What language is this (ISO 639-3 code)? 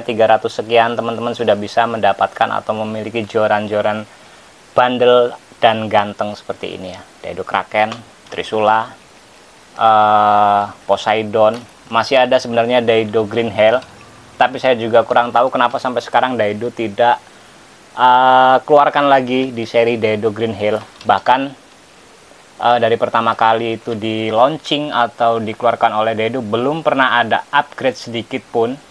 ind